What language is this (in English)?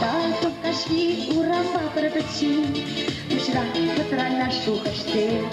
Chuvash